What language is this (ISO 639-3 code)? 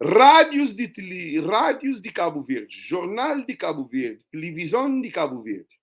kea